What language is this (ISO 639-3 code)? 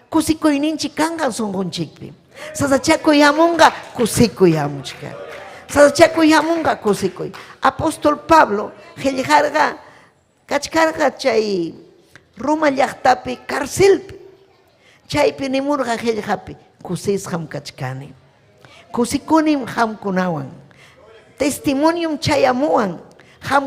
quy